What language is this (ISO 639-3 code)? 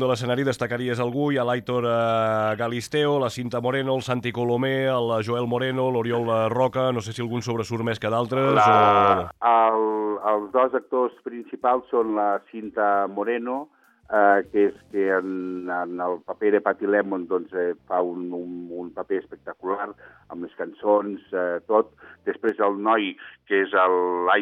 cat